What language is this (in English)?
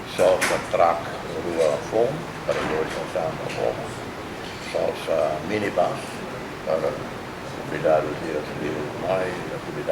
Tetum